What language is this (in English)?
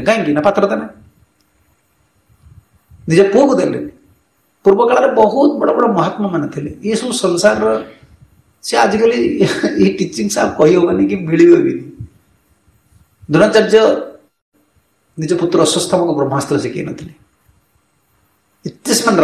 Odia